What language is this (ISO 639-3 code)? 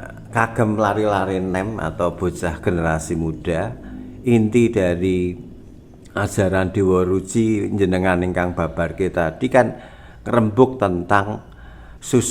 jav